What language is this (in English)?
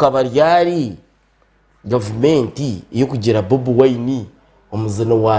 Nyankole